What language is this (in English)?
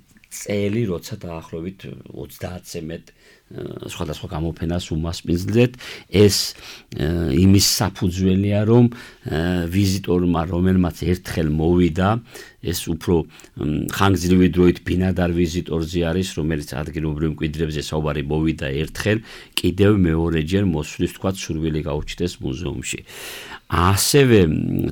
Georgian